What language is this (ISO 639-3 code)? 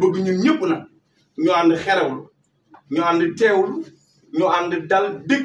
wol